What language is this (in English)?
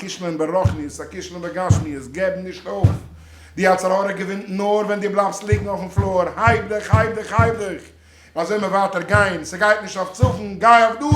Yiddish